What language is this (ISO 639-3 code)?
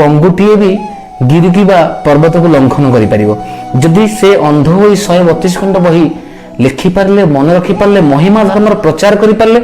ori